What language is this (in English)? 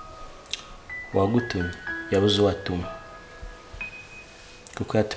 Kinyarwanda